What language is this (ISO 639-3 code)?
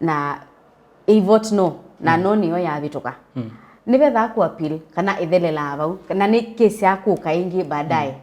kam